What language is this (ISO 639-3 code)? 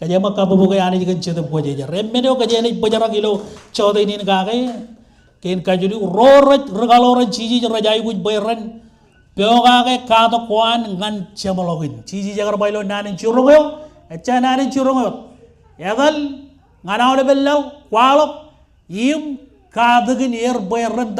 mah